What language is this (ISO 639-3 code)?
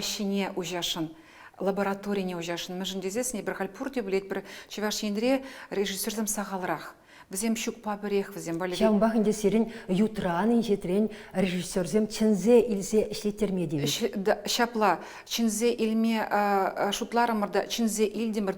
chv